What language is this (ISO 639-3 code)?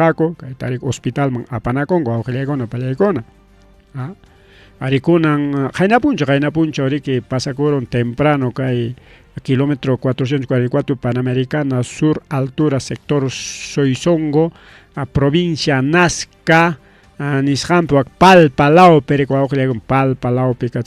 quy